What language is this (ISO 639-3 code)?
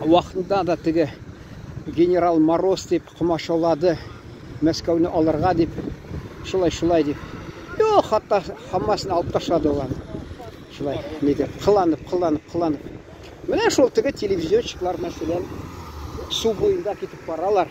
tat